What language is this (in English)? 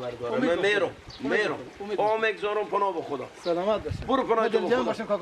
Persian